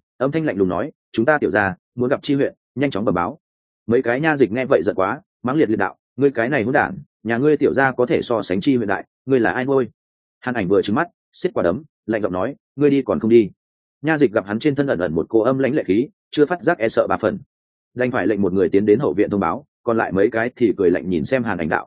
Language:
Vietnamese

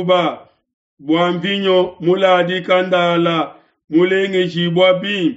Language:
Luba-Lulua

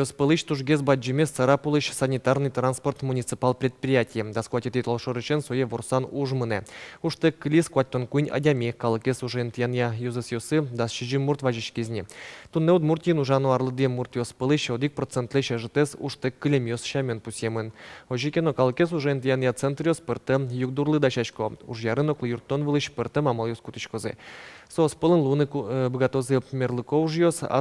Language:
Udmurt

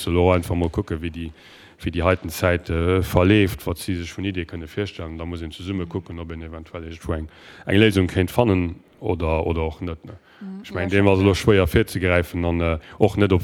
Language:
Luxembourgish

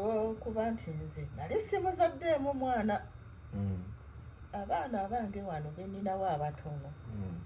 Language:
Ganda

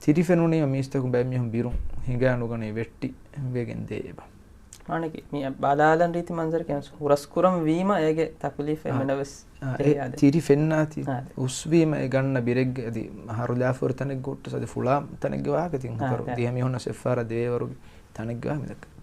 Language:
Divehi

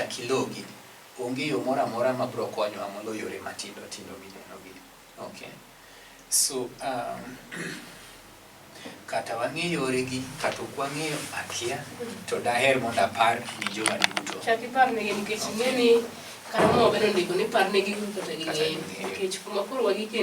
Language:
Luo (Kenya and Tanzania)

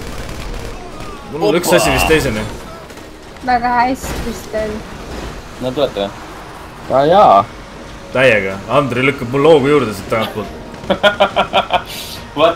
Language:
Estonian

